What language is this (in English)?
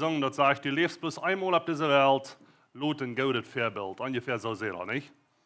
Plautdietsch